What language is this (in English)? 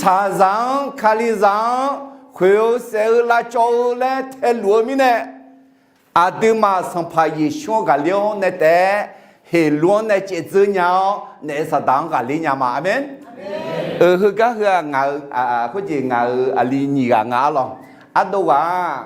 Akha